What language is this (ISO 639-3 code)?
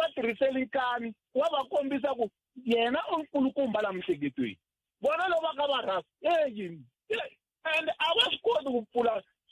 tso